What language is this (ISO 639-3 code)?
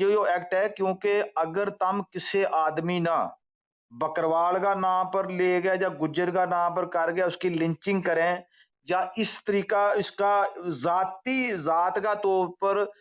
gju